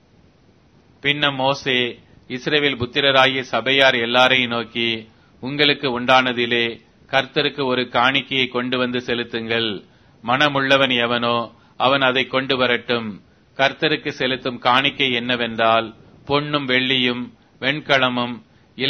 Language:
Tamil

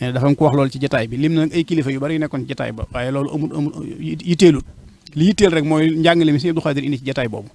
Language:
Wolof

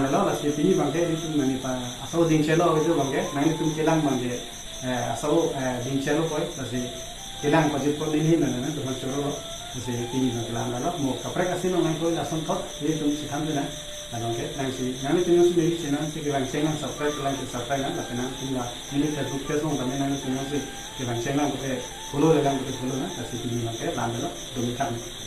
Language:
Karbi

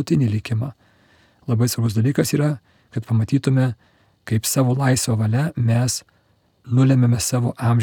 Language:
Lithuanian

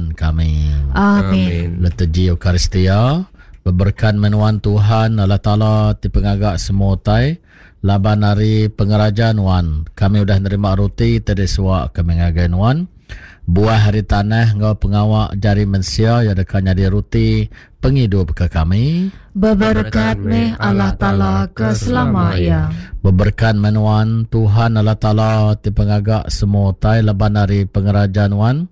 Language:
Iban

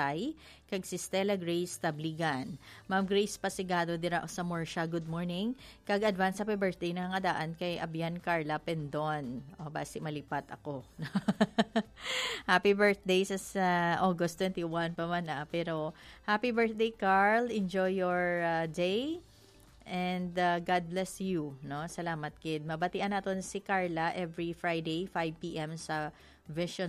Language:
Hiligaynon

